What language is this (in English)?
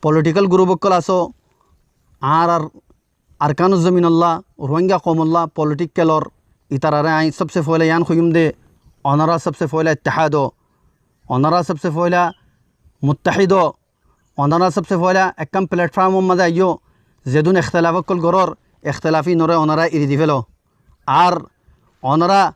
Rohingya